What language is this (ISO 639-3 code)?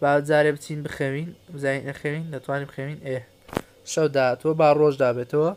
ckb